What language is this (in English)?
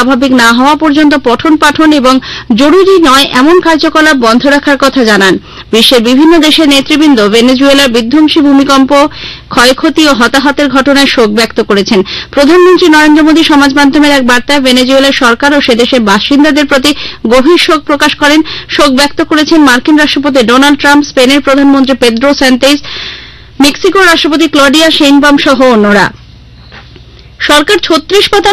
Bangla